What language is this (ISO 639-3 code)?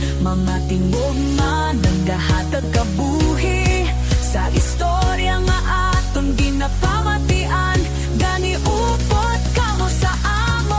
hil